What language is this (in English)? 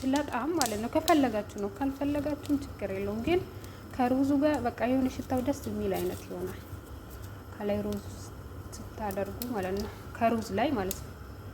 Amharic